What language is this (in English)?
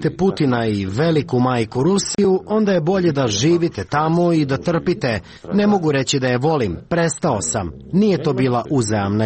Serbian